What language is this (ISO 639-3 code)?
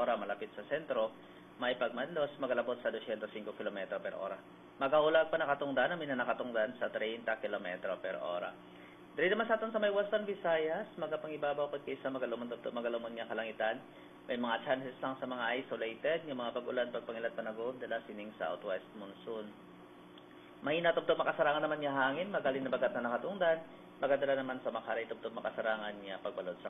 hil